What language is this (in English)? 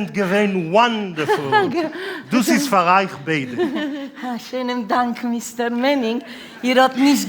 Yiddish